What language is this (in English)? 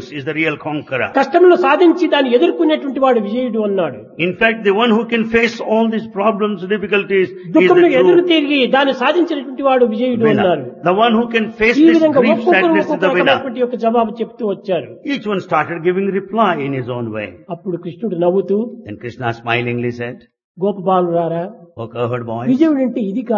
Telugu